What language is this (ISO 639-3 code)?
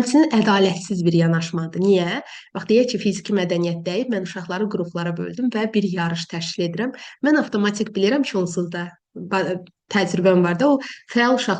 aze